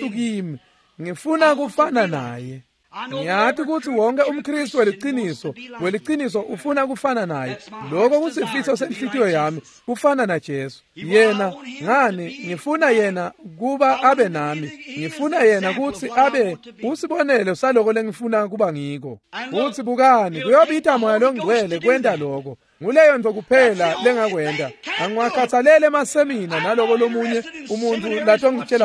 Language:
Swati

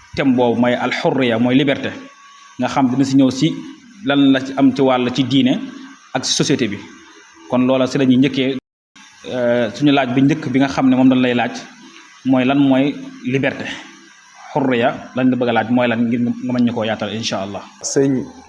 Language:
Wolof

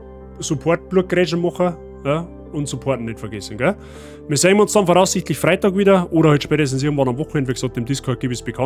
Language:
Bavarian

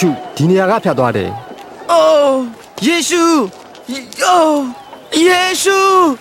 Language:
Burmese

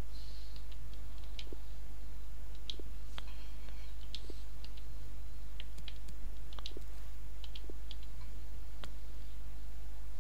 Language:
Hungarian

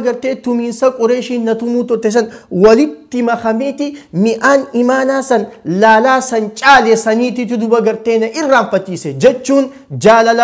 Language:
Oromo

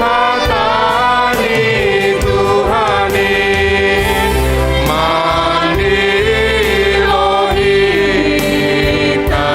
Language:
Batak Simalungun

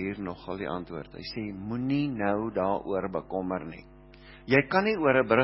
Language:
Afrikaans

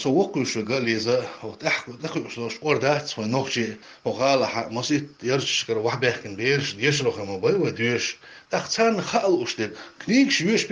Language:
Chechen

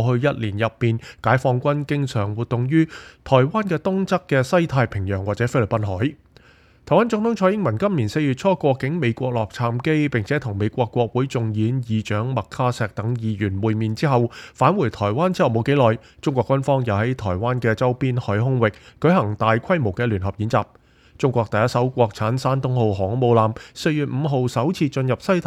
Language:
Cantonese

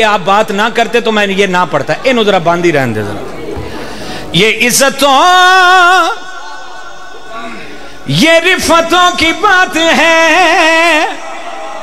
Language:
Western Panjabi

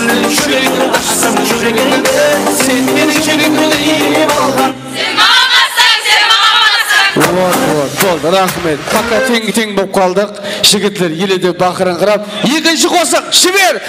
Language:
Kara-Kalpak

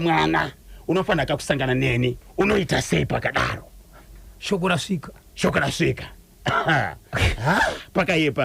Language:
Shona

